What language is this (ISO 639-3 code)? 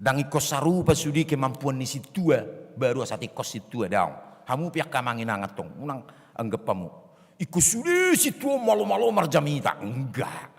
bbc